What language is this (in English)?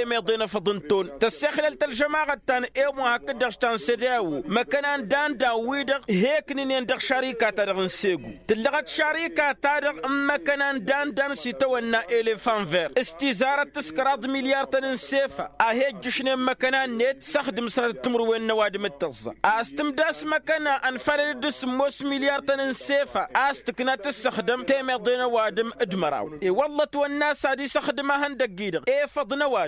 Tamasheq